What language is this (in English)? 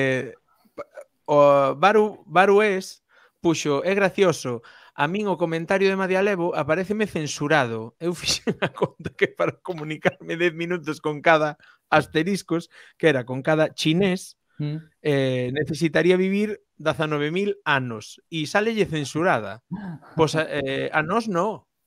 Galician